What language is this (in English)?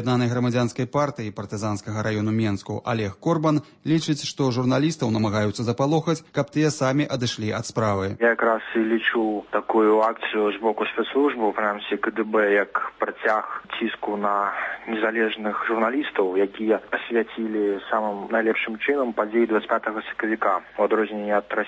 Belarusian